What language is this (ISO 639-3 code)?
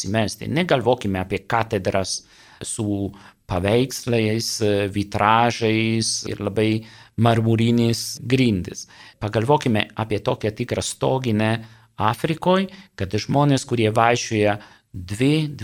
lit